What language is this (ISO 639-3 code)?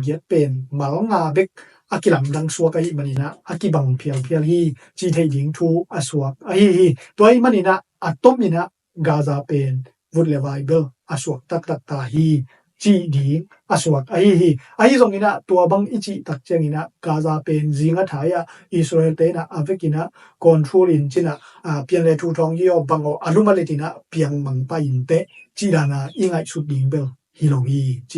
ctd